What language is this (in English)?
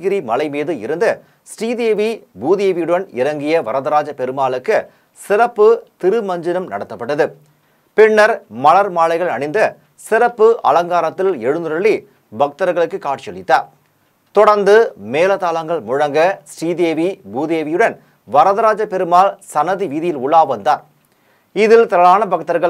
Tamil